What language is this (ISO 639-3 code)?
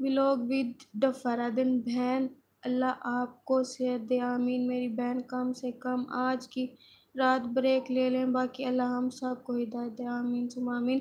skr